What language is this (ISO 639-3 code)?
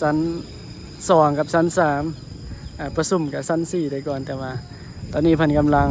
tts